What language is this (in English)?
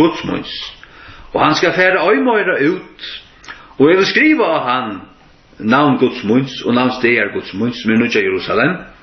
Faroese